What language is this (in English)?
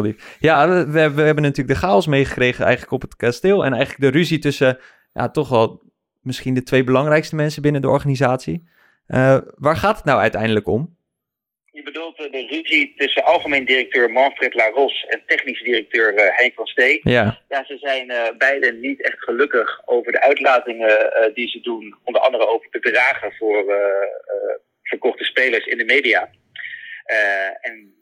Dutch